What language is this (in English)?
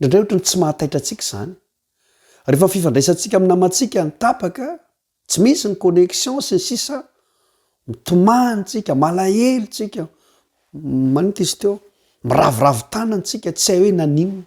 Malagasy